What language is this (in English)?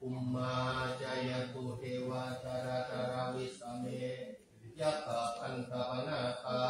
Pali